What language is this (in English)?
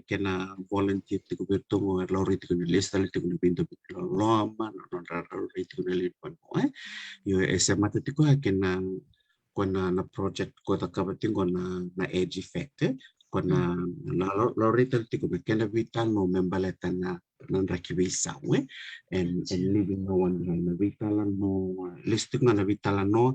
Fijian